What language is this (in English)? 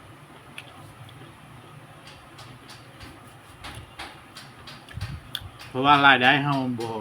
Lao